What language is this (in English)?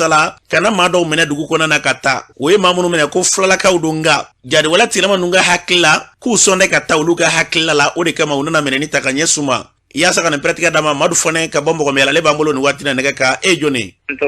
Bambara